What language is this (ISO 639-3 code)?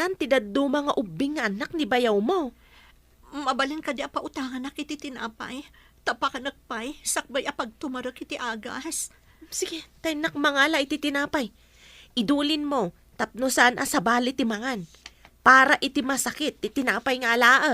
ilo